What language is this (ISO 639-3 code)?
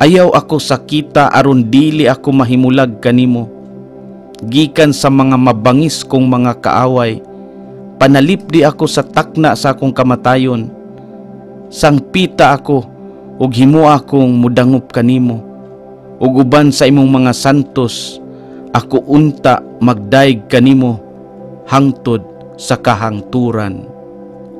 ceb